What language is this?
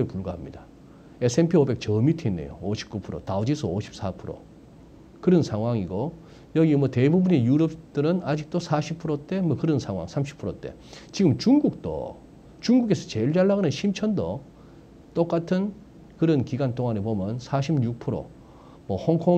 Korean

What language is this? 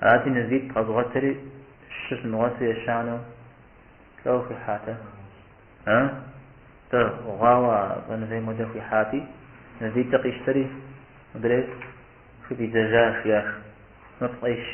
Kabardian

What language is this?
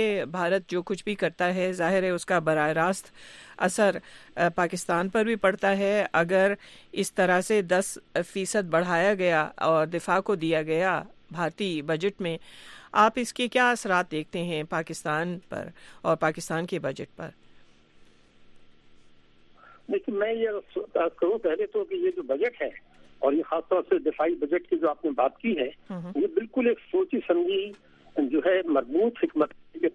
Urdu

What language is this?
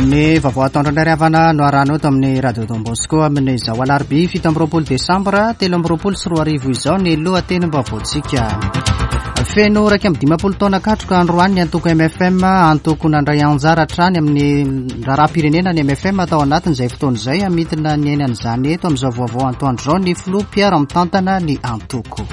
Malagasy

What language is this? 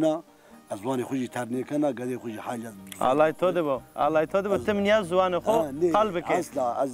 Zaza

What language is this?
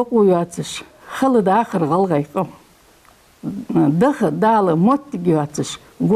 Ingush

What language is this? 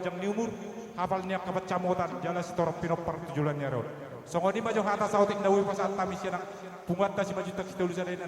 Batak Toba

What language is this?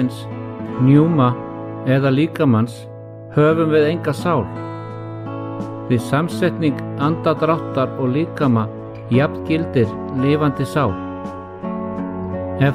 Icelandic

